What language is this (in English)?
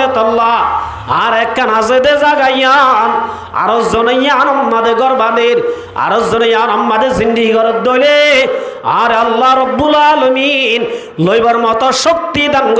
Rohingya